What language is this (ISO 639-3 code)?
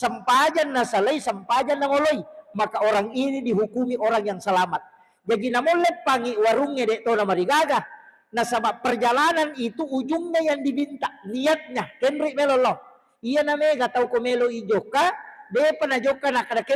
bug